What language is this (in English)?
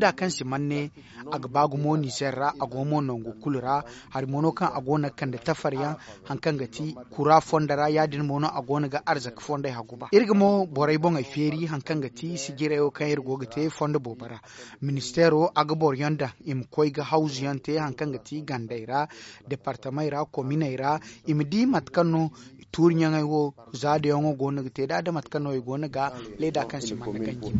Zarma